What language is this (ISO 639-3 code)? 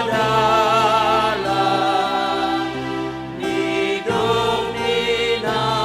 bts